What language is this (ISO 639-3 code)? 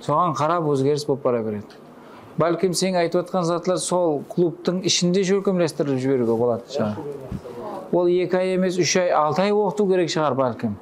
kaa